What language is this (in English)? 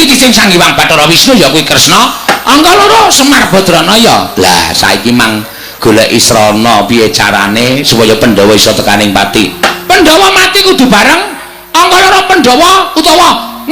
Javanese